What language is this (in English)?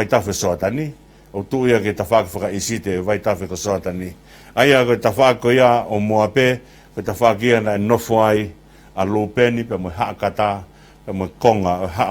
Tongan